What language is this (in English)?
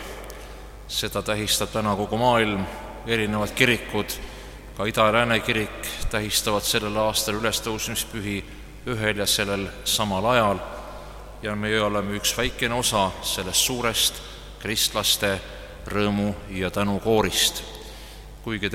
Estonian